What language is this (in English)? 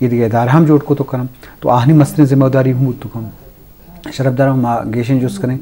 Eastern Balochi